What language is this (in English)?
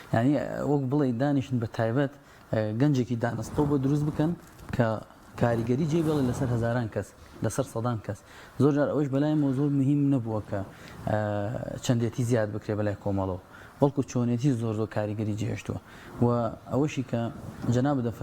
Central Kurdish